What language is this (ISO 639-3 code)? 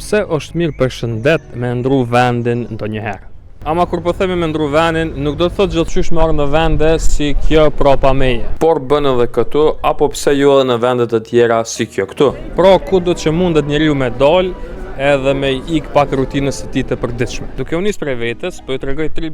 sqi